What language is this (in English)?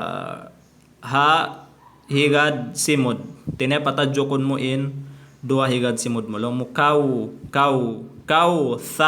Tausug